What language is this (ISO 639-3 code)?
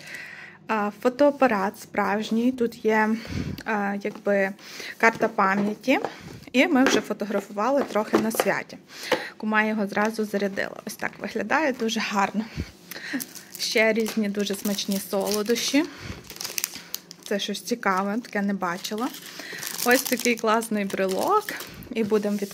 ukr